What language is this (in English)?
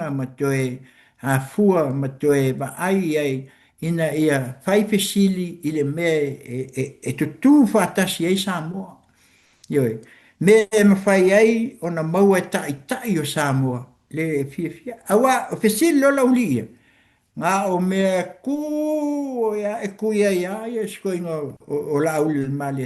Samoan